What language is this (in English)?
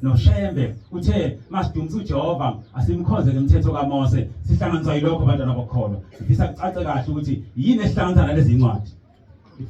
Zulu